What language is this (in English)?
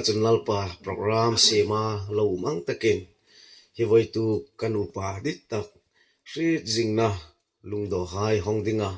Hmar